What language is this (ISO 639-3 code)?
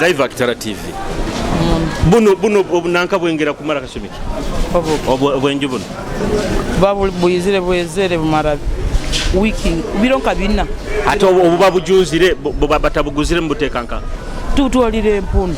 nyo